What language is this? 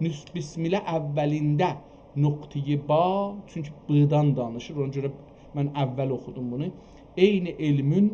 South Azerbaijani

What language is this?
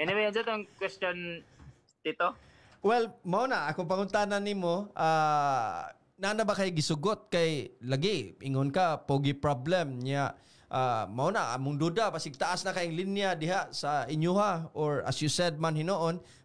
Cebuano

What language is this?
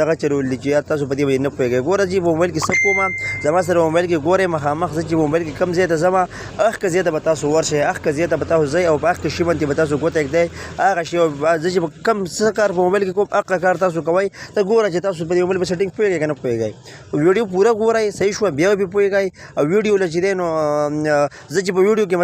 Pashto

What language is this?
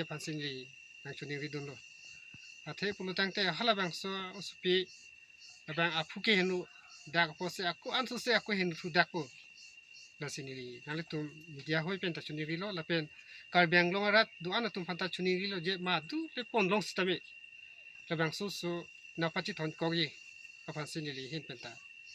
Karbi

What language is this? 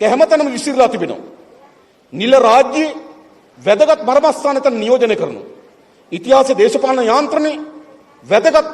Sinhala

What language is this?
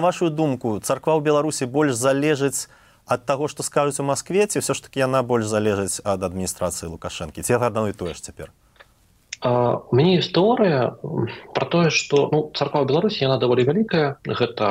Belarusian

